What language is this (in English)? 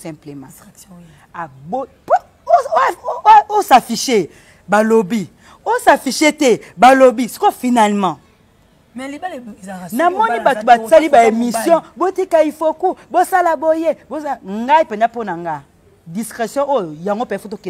Lingala